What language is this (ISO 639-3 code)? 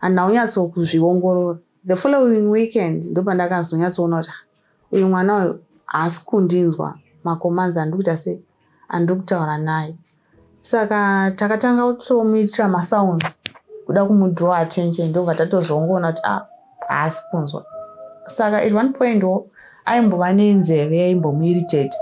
sna